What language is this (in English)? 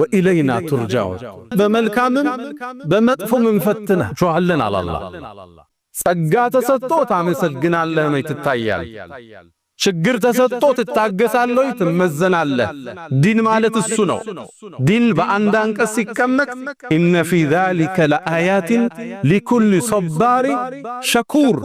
Amharic